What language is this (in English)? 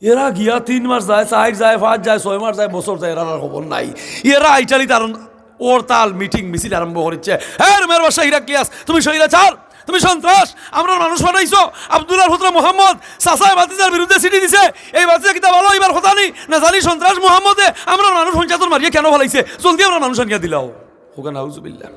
Sylheti